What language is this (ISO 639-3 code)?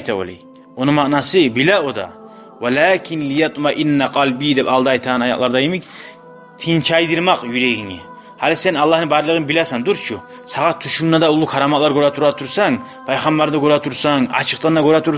kum